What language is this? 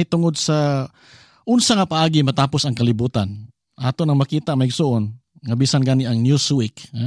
Cebuano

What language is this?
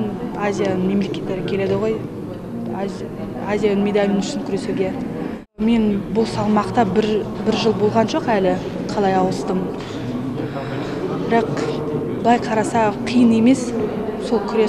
Kazakh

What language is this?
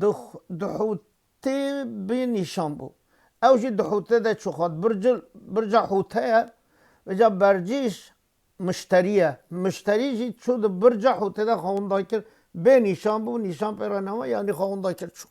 Kurdish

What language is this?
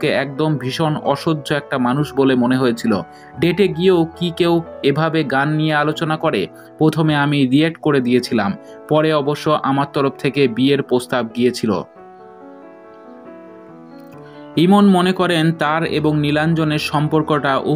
Bangla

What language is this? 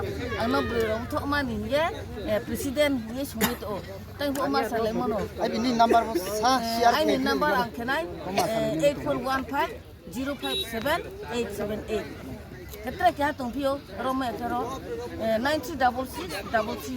Riang (India)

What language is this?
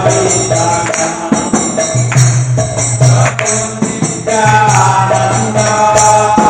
Odia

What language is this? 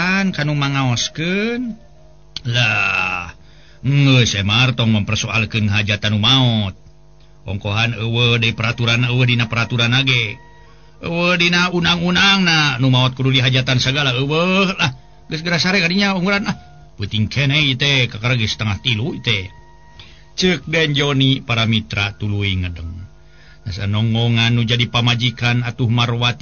Sundanese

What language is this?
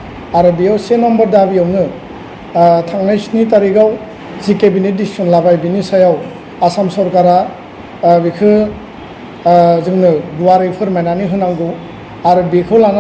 Bodo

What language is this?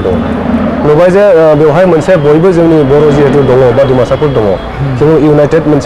Bodo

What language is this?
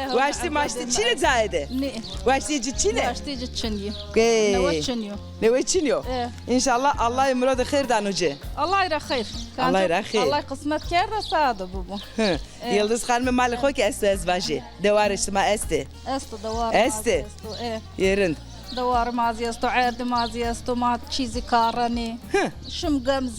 Zaza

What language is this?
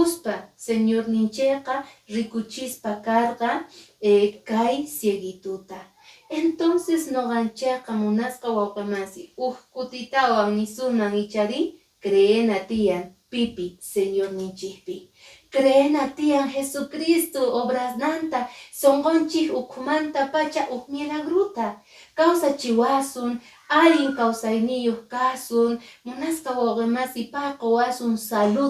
Quechua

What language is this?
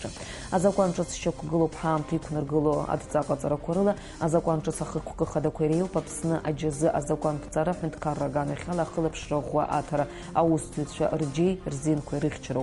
Abkhazian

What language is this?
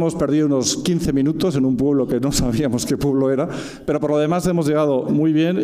Spanish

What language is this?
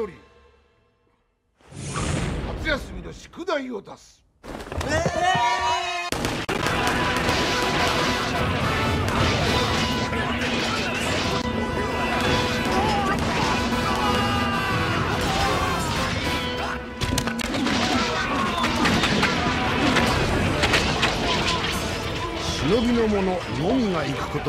Japanese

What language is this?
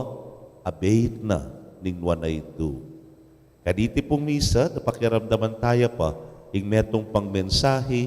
Pampanga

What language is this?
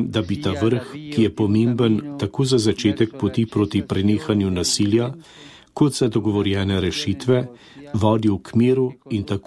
Slovenian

